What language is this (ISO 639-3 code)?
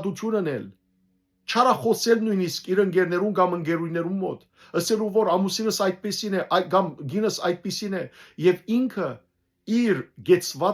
hyw